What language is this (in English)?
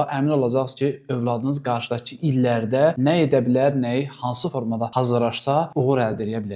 Azerbaijani